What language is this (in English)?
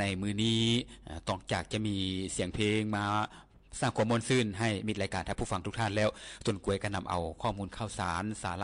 Lao